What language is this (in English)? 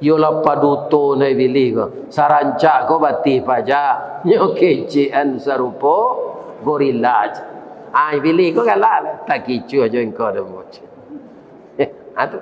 Minangkabau